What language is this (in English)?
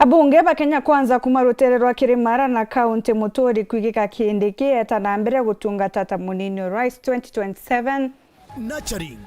Meru